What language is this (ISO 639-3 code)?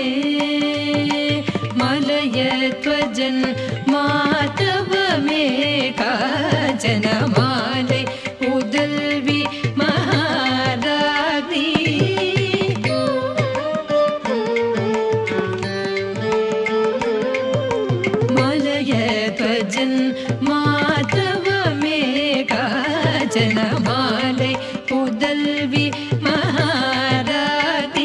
tam